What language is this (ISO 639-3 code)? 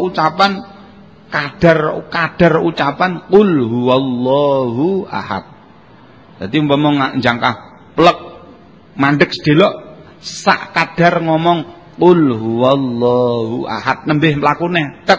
jav